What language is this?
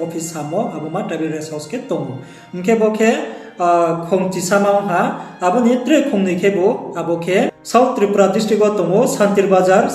Riang (India)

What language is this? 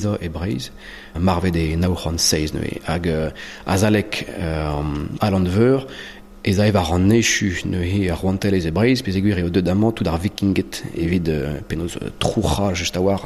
Breton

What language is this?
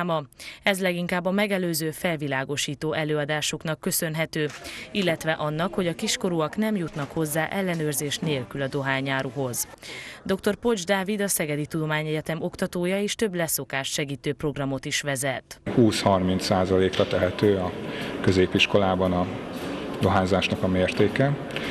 Hungarian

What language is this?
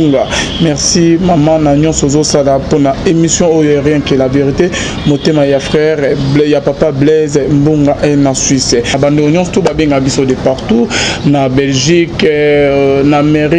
Lingala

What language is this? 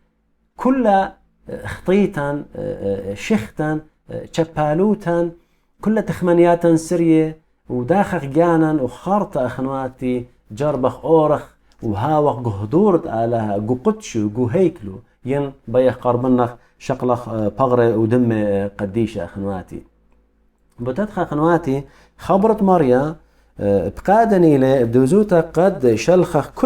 Assyrian Neo-Aramaic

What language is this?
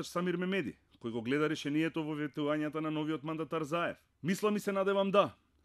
Macedonian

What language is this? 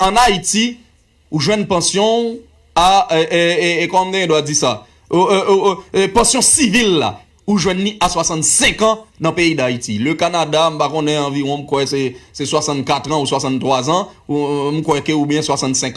Haitian Creole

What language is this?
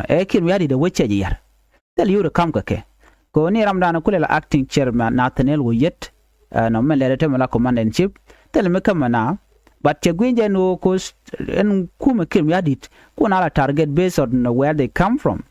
Nuer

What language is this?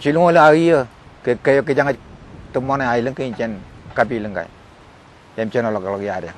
Marshallese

